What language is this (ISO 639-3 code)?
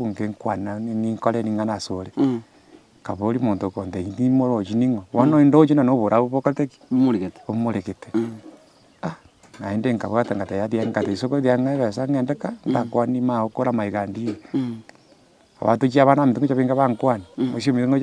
guz